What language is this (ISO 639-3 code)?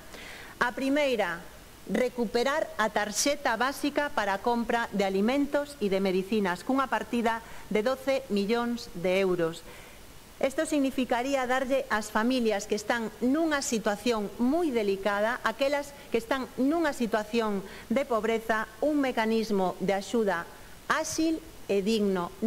glg